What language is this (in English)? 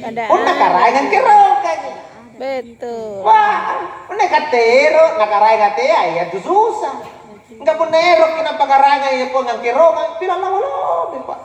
Makasar